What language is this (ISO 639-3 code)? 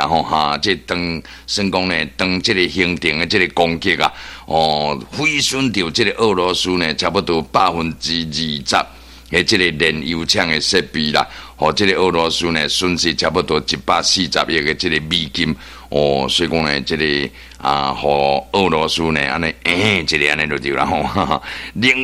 nan